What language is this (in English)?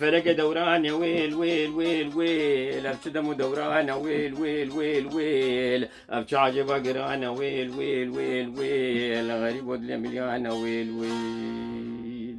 Kurdish